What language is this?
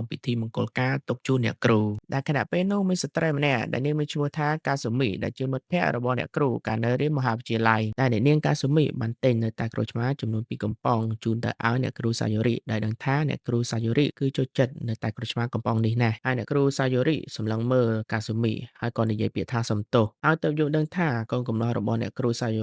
Khmer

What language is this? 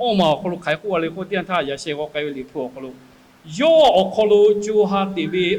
Lahu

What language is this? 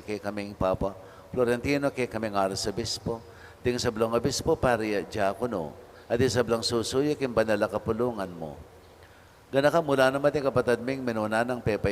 Pampanga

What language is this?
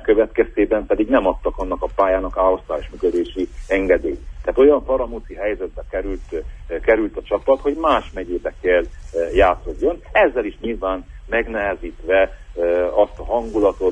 Hungarian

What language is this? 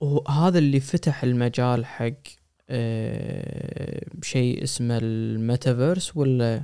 Gulf Arabic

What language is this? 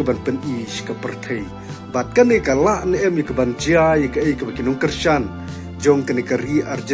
Khasi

